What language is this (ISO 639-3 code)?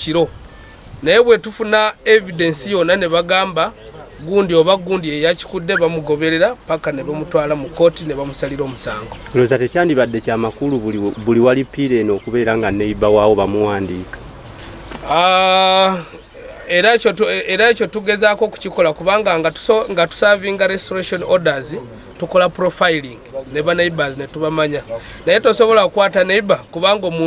lug